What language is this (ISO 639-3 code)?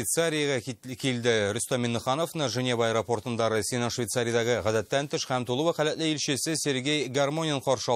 tat